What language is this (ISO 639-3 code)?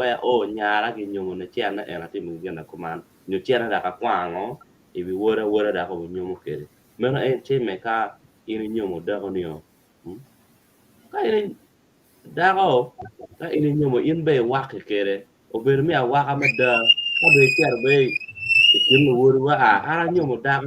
ach